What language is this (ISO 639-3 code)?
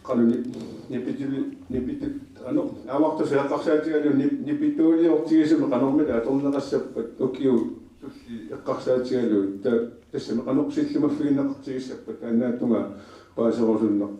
kal